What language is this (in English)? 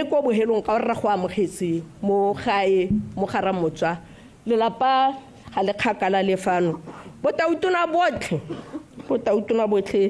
Tswana